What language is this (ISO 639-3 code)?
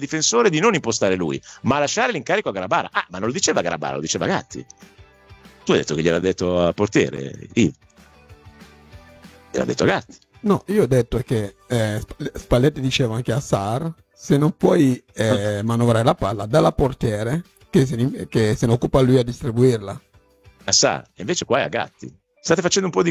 ita